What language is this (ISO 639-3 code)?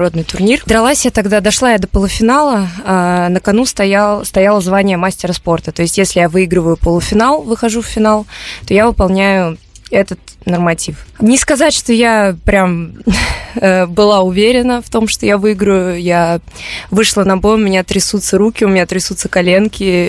rus